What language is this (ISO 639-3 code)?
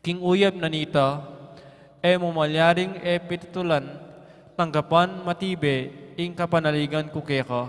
pam